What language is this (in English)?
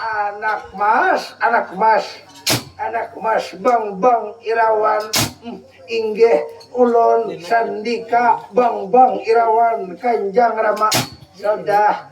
Banjar